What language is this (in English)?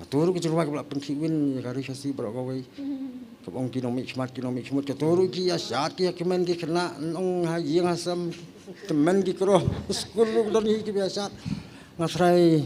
Khasi